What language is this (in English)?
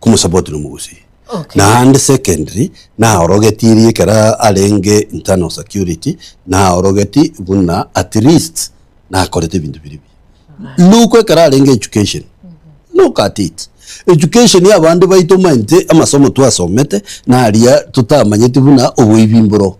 Gusii